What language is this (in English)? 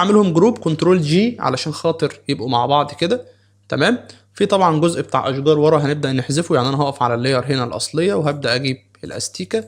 Egyptian Arabic